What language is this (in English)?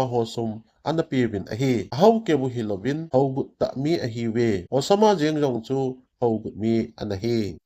Thado Chin